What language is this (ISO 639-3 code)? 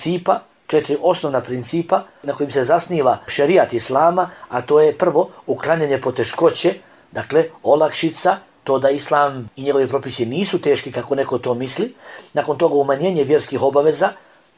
bos